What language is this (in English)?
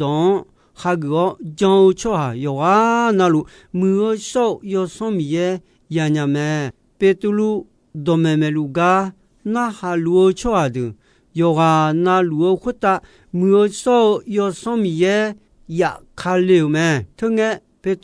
Akha